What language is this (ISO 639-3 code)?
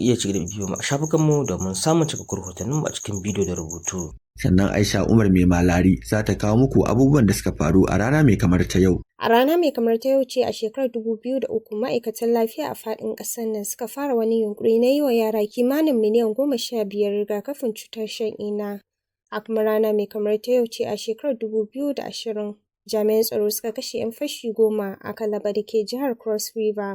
hau